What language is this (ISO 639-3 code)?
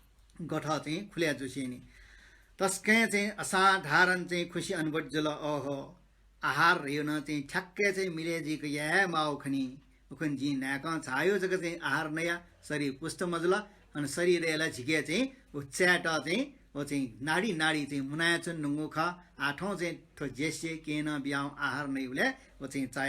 new